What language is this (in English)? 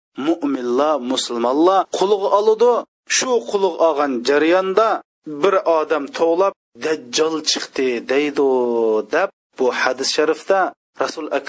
Uyghur